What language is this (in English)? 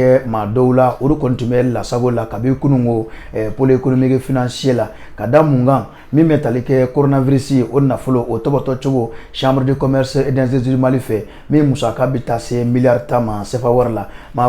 Bambara